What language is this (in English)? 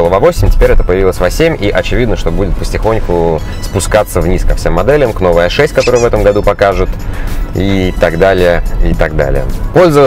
Russian